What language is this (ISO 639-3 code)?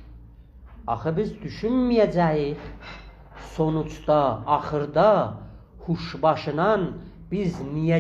azb